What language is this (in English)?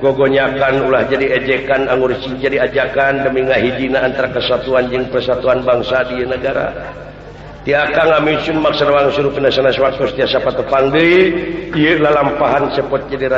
Sundanese